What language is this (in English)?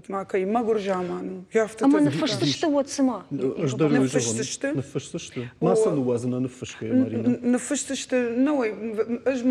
Ossetic